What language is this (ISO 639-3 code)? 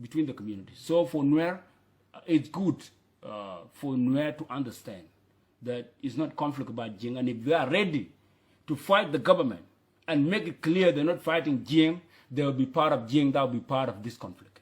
nus